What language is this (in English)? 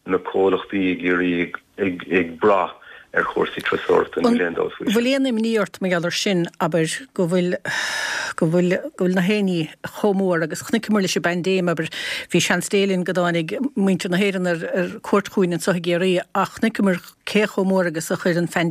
Irish